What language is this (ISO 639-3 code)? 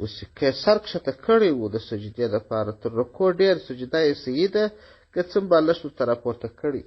pus